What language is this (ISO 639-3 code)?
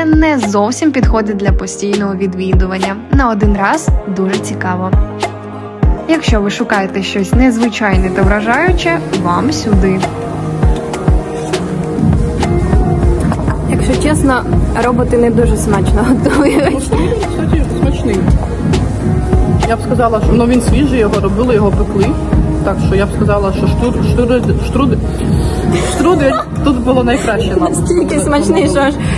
ukr